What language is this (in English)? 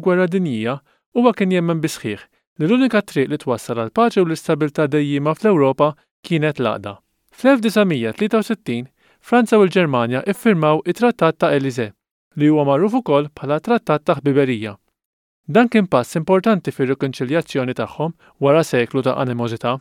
Maltese